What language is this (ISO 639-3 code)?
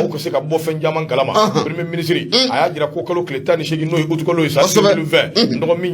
bam